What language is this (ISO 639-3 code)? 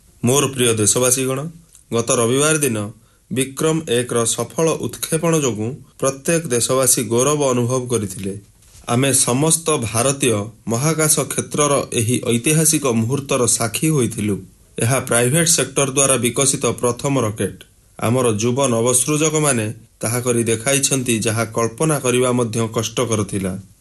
ori